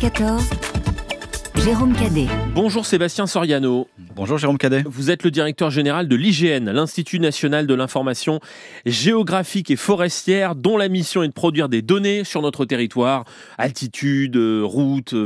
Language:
French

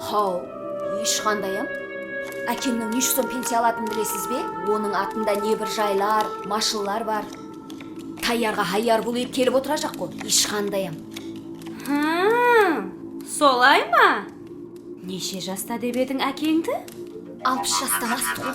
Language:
Kara-Kalpak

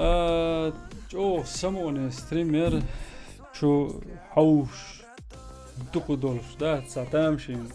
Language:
Chechen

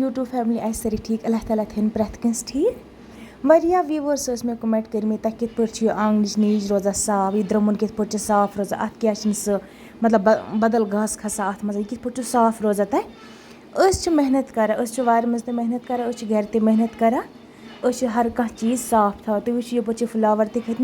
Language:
Kashmiri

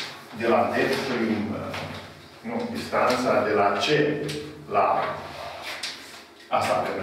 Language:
Romanian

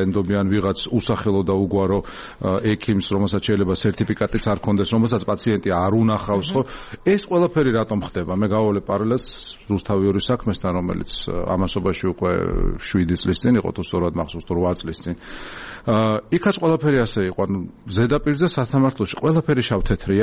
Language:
Georgian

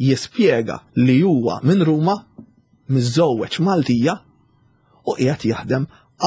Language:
Maltese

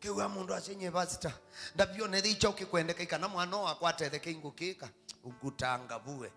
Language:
Kamba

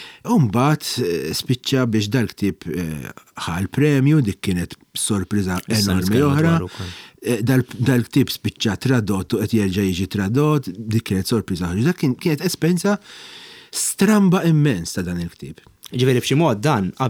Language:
Maltese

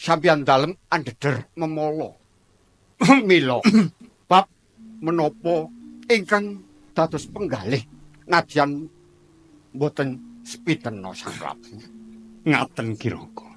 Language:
Javanese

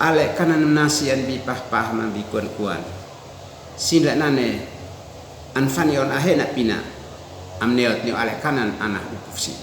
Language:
Uab Meto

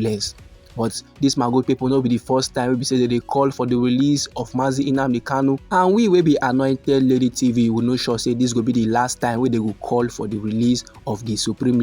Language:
Nigerian Pidgin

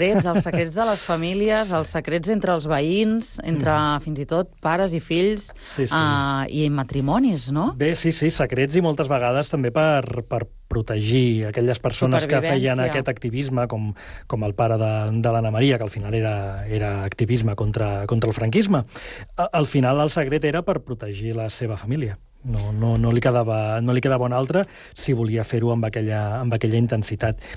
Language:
Catalan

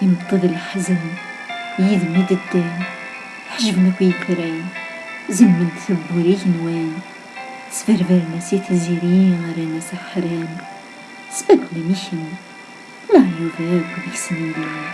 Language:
Kabyle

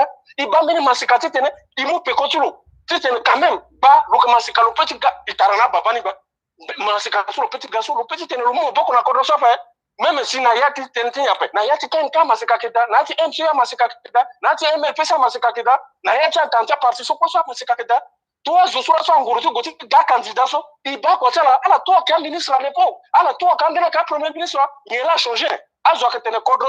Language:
Sango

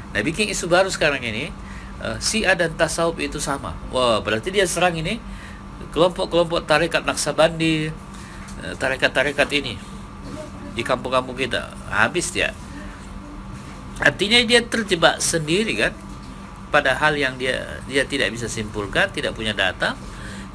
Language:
Indonesian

